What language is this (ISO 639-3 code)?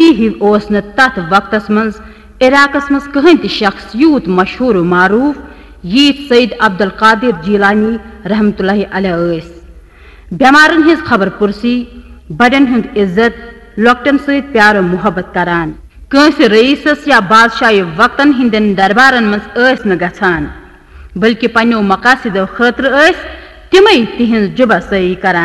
kas